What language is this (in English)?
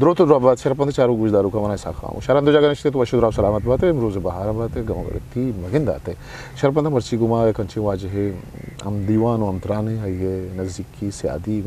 Eastern Balochi